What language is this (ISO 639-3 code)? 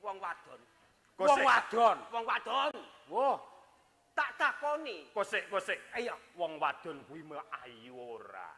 jav